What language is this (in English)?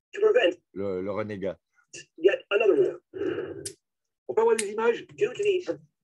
French